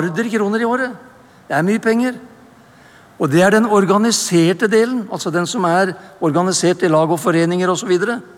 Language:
Norwegian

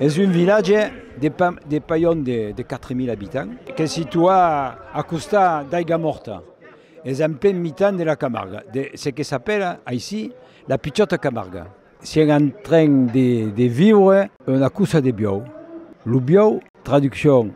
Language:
Occitan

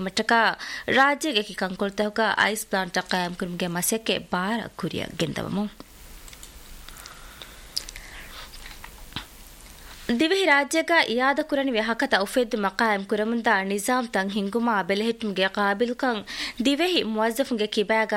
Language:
Divehi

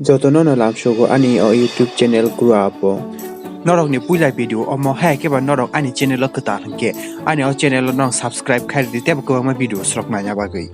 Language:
Kok Borok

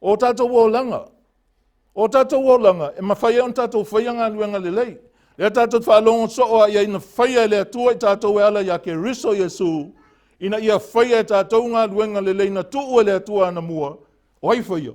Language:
Samoan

